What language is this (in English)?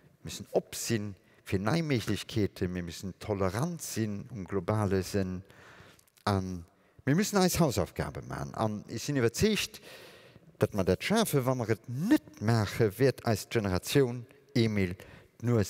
Luxembourgish